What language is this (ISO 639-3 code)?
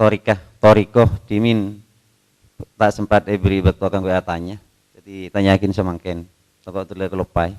mad